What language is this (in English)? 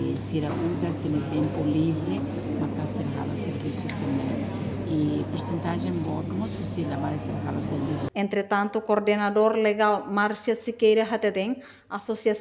Tetum